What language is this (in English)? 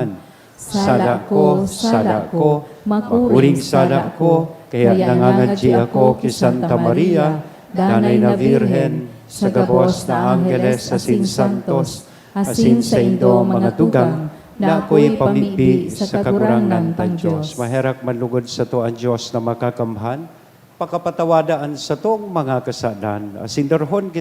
Bikol